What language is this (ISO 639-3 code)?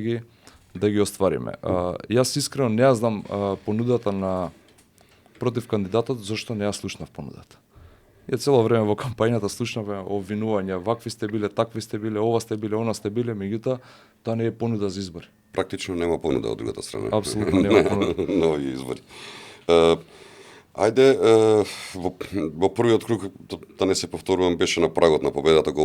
mkd